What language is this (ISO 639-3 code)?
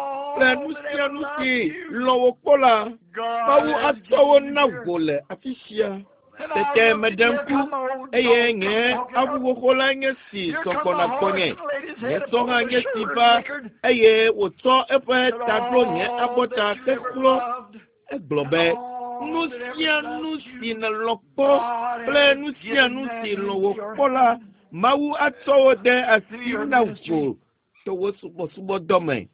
ewe